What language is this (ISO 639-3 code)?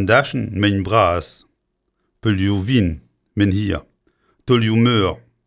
bre